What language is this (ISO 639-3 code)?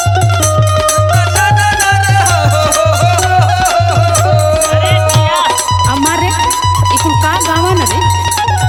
bho